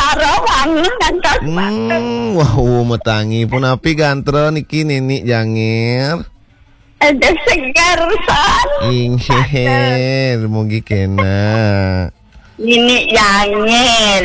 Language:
Balinese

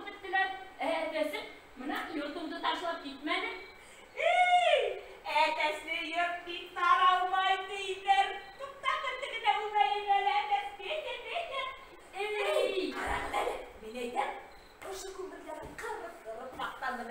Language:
Bashkir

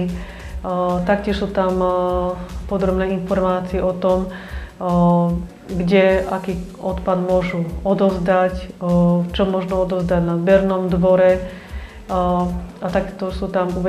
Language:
Slovak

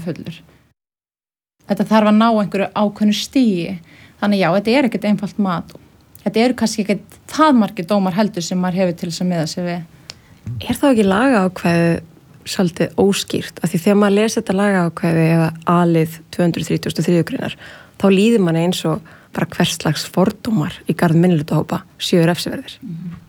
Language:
Icelandic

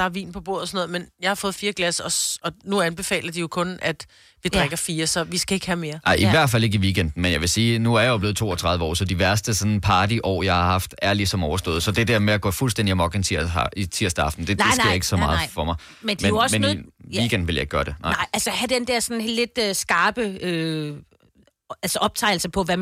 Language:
Danish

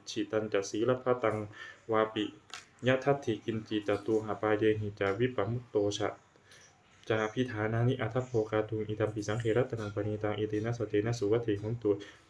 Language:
Pali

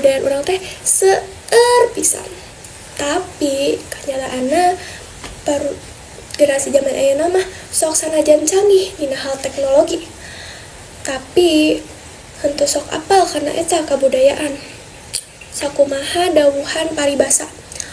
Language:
Sundanese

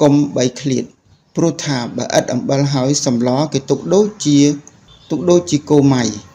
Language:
Khmer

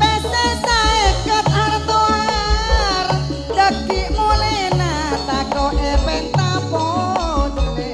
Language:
Madurese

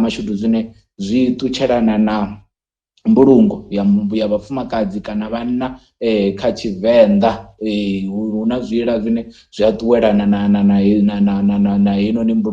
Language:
Venda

